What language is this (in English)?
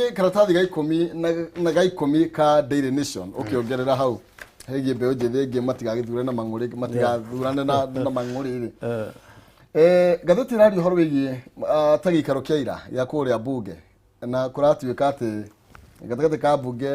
Kikuyu